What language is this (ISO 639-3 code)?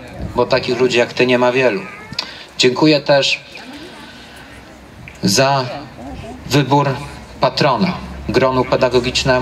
pol